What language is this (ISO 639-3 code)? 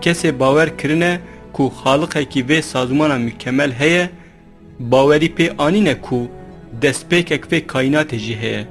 kur